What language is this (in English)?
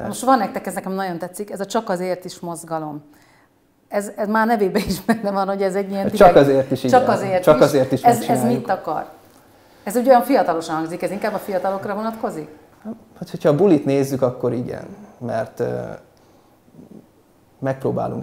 Hungarian